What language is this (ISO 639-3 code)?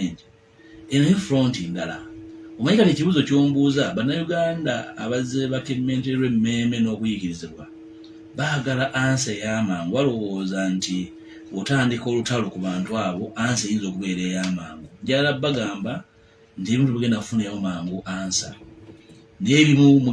lug